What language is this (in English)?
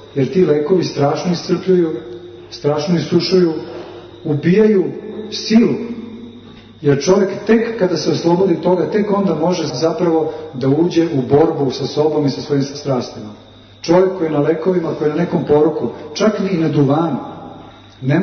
Serbian